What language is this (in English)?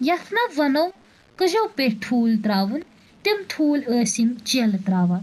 Kashmiri